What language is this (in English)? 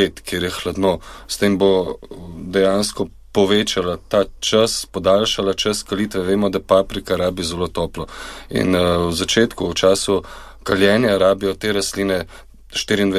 Slovenian